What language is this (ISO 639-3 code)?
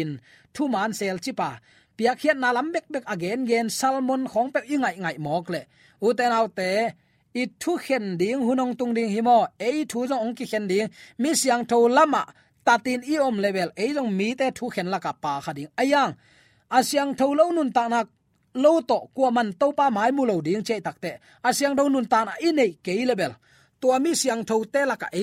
ctd